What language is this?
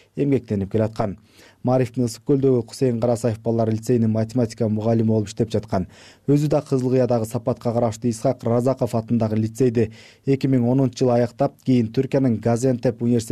Kyrgyz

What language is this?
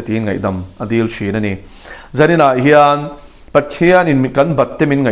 Mizo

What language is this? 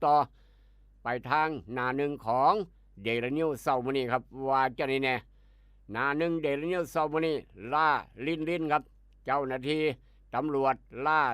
Northeastern Thai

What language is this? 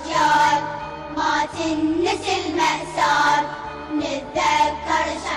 Mesopotamian Arabic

